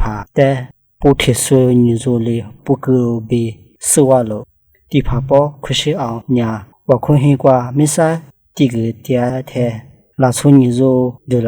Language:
Lisu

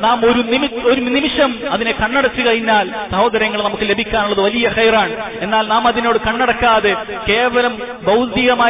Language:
Malayalam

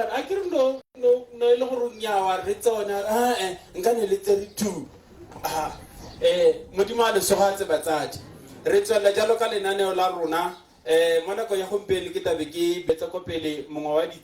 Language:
Tswana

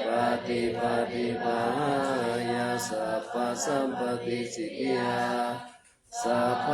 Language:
Pali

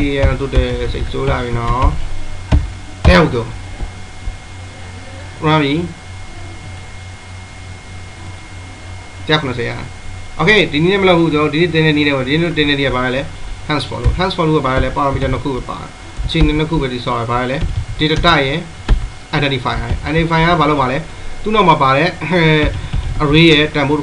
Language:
Burmese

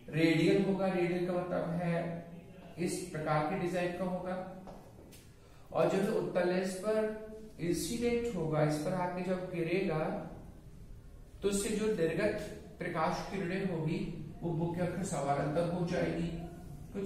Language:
Hindi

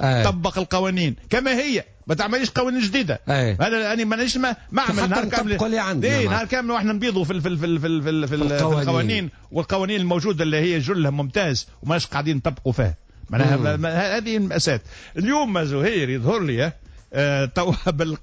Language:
Tunisian Arabic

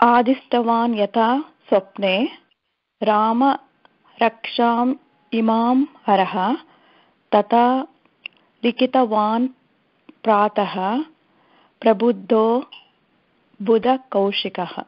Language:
Sanskrit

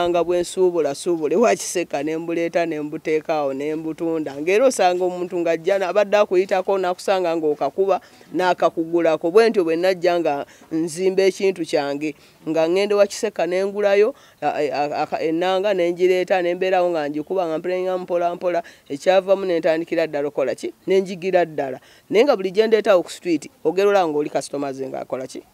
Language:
Ganda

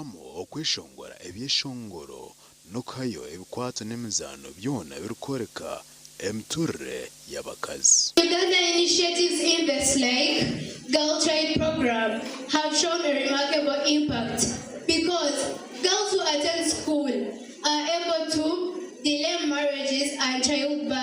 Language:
Nyankole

